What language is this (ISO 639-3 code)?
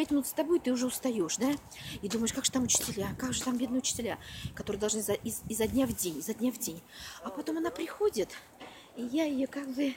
rus